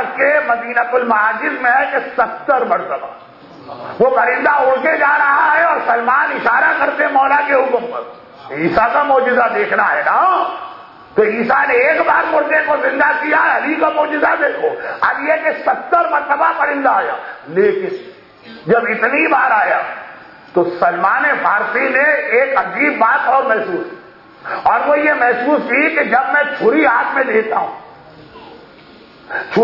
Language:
Urdu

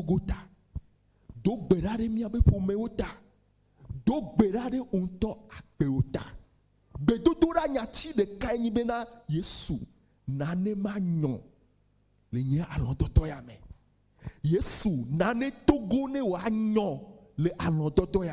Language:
Ewe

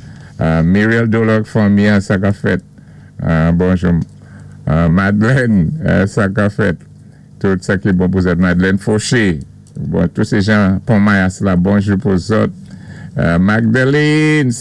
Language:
Saint Lucian Creole French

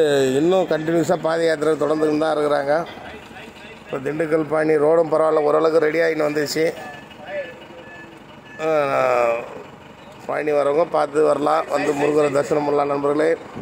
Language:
Tamil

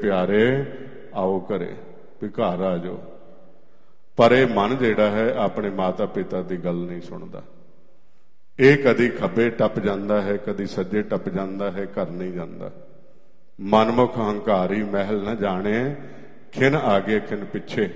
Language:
Punjabi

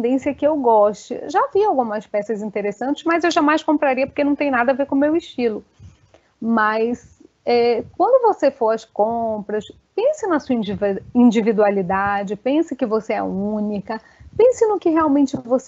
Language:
Portuguese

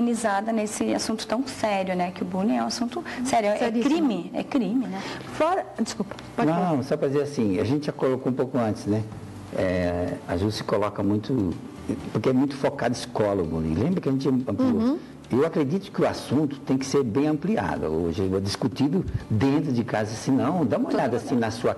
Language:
Portuguese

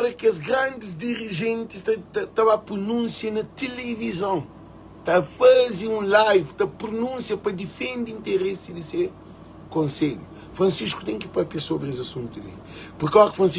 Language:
Kabuverdianu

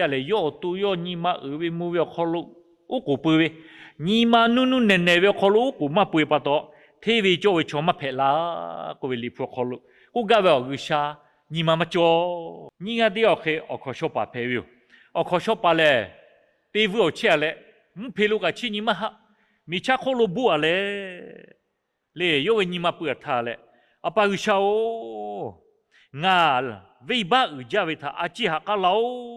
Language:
Lahu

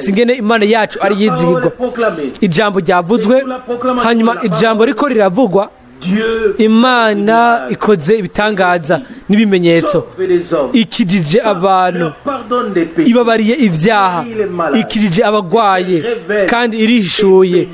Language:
Rundi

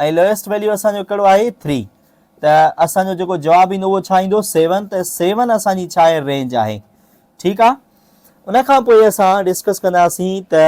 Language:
Sindhi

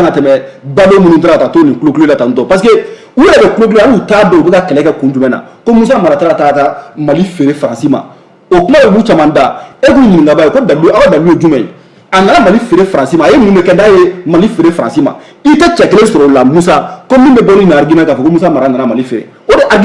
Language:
Bambara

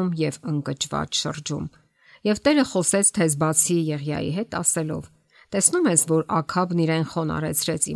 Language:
Armenian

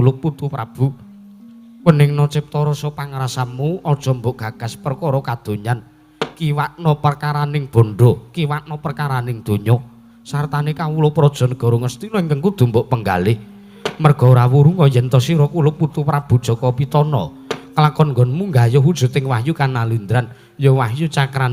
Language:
Javanese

